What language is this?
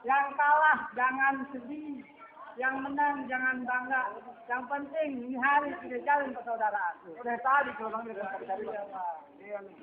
Betawi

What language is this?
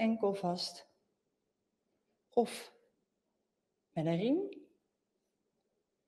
Dutch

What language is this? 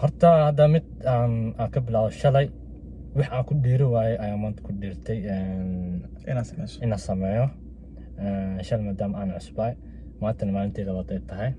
Somali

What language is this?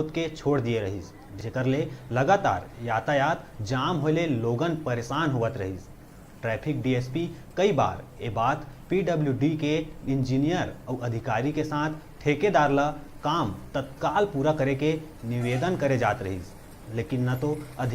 Chhattisgarhi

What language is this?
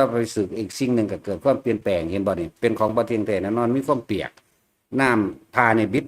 Northeastern Thai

